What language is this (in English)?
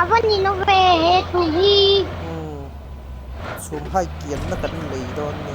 Mizo